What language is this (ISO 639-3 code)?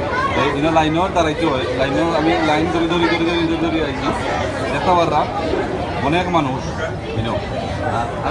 syl